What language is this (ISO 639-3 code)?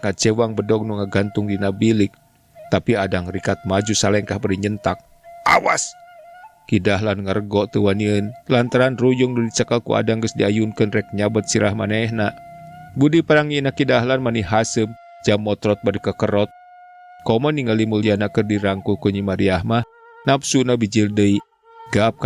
sun